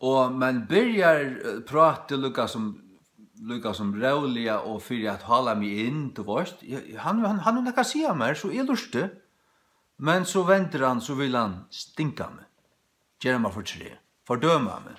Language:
Faroese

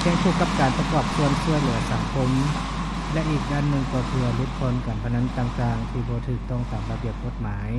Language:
Lao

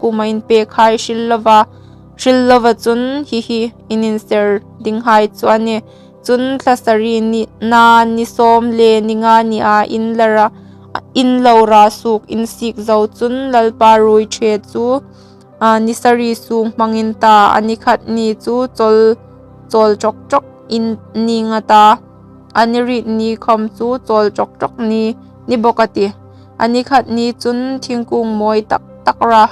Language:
Hmar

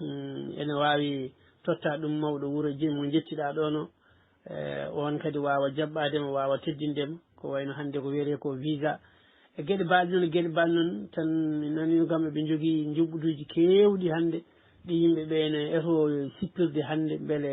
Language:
Fula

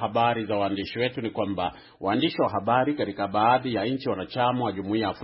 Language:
Swahili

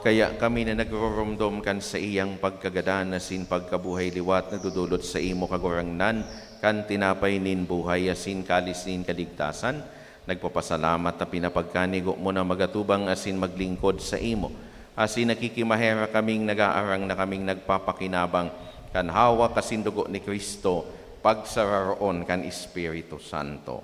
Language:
Bikol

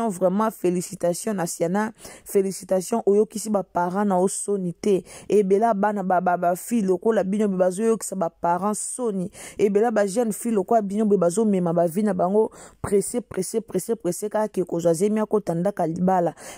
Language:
Lingala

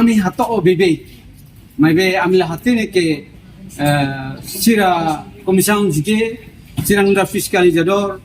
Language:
Tetum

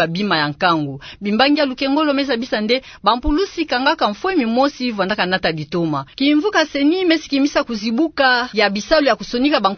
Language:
Kituba (Democratic Republic of Congo)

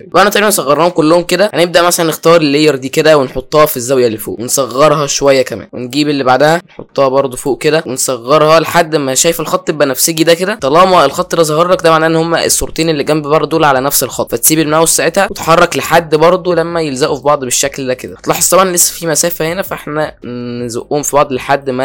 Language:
Egyptian Arabic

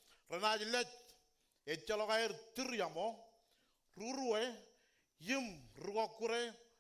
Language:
Marshallese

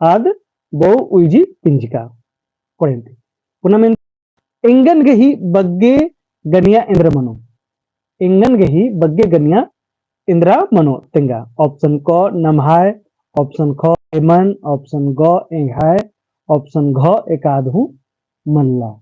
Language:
Kurukh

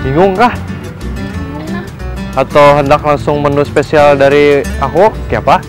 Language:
Banjar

